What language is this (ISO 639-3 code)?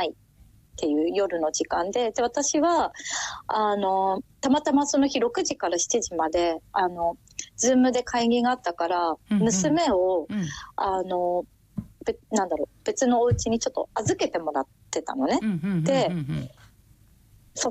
jpn